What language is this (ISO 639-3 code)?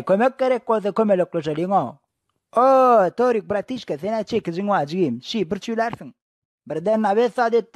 tuk